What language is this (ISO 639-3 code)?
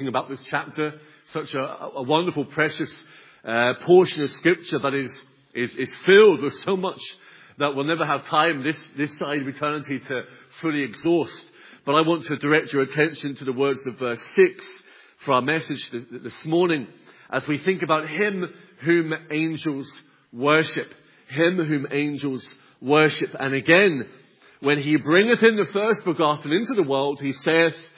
eng